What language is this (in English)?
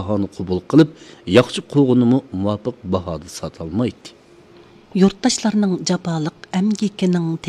Uyghur